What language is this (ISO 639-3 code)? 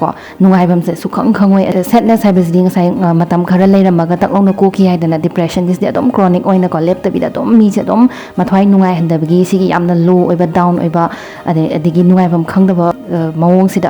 mni